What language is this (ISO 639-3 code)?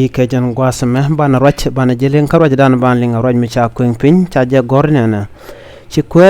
nus